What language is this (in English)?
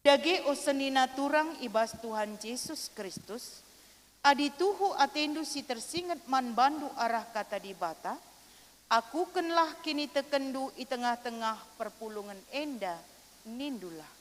Batak Karo